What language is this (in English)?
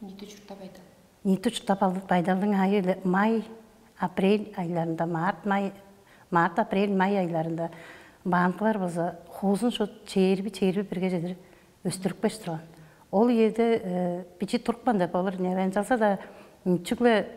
Tuvinian